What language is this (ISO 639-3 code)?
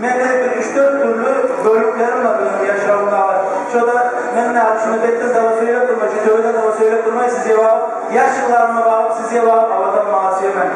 kum